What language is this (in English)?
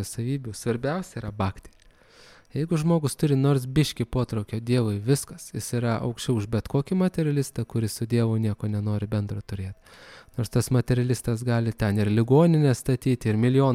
Lithuanian